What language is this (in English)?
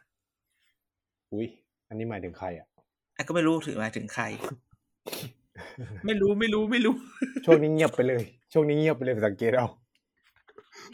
Thai